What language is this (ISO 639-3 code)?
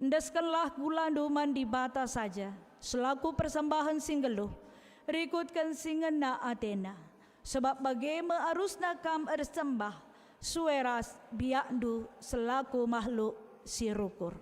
btx